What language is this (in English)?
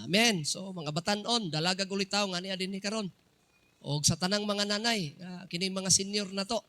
Cebuano